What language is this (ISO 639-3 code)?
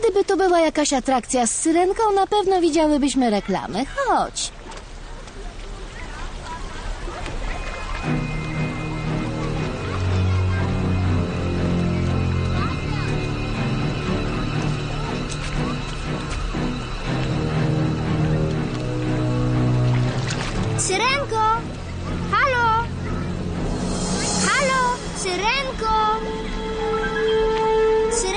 pol